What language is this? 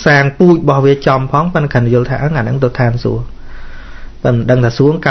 Khmer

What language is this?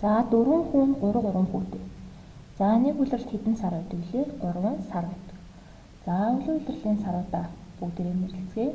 Mongolian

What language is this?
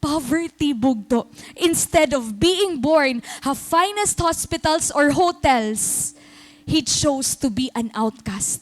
Waray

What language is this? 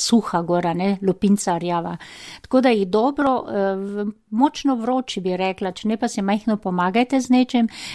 Slovenian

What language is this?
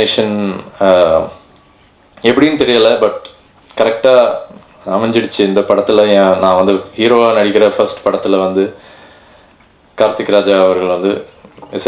Tamil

